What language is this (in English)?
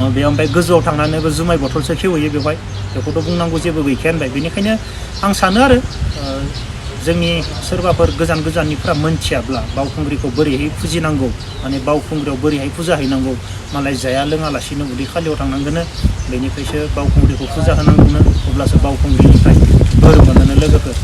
Bodo